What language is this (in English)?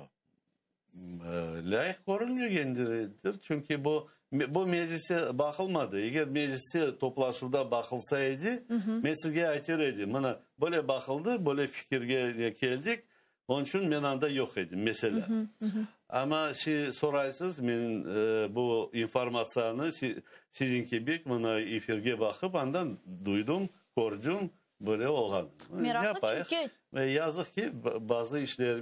Crimean Tatar